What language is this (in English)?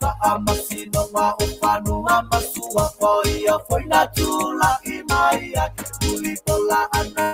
Samoan